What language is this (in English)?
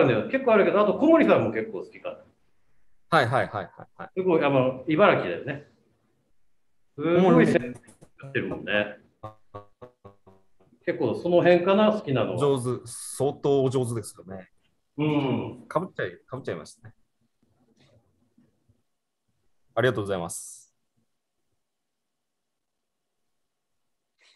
Japanese